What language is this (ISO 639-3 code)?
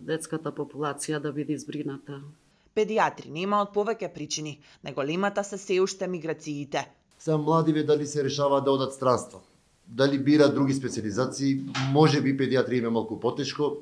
mkd